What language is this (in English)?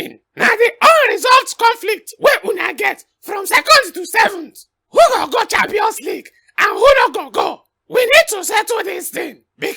Nigerian Pidgin